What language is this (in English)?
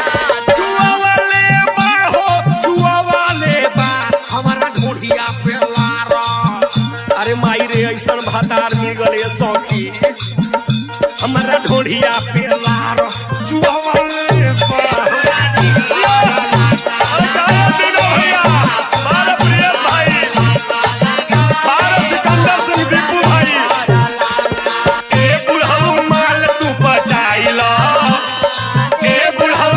Bhojpuri